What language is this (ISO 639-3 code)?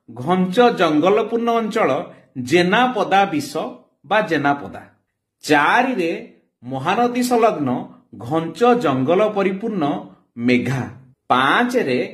ori